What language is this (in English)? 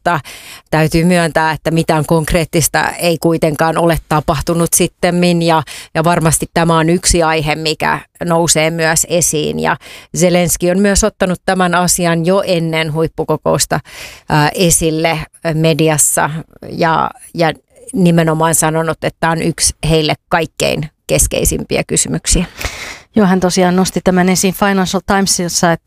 Finnish